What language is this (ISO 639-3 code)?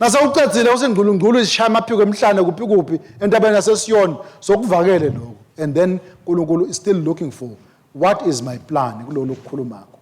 ssw